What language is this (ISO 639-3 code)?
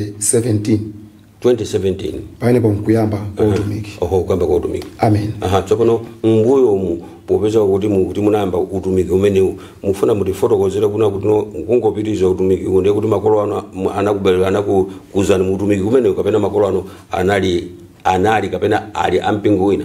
nya